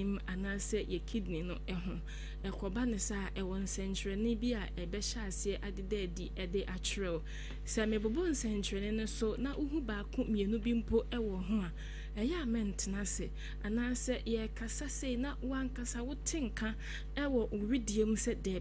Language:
Akan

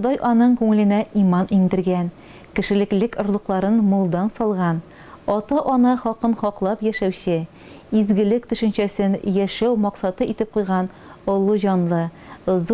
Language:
Tatar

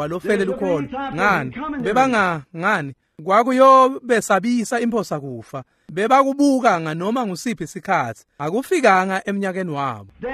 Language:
Swati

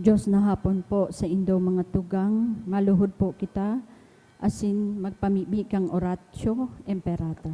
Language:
Bikol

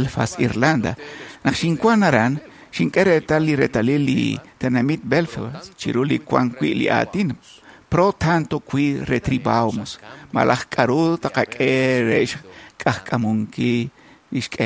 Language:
Kekchí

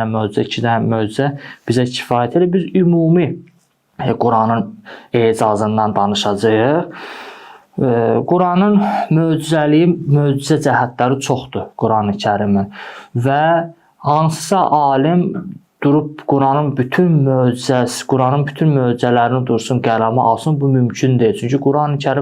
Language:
Azerbaijani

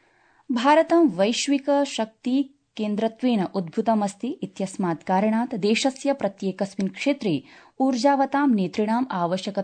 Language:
Sanskrit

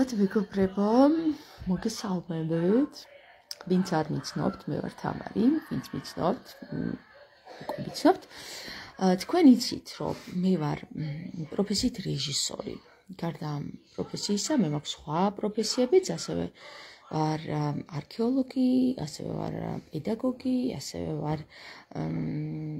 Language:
Georgian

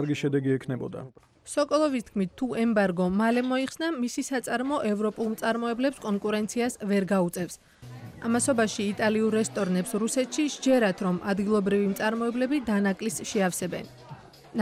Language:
Georgian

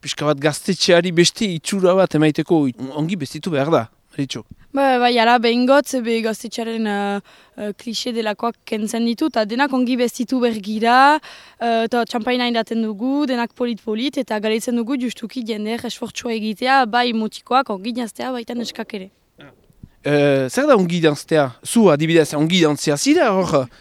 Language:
Basque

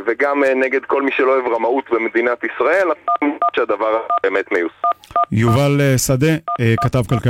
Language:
Hebrew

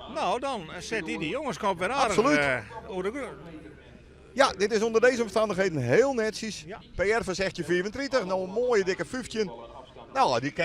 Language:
Western Frisian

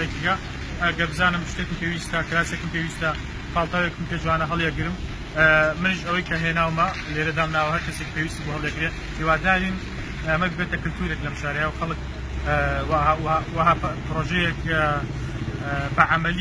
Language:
Central Kurdish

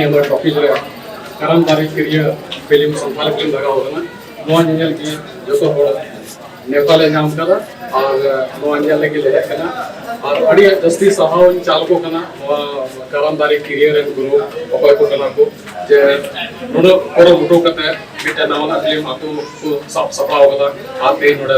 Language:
Santali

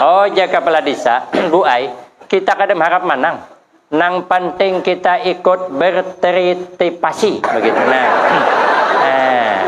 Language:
Banjar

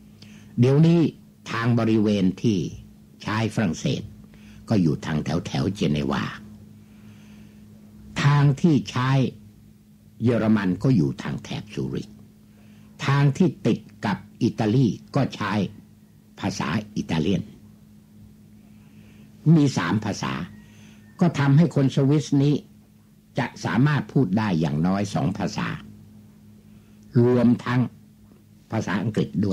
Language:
Thai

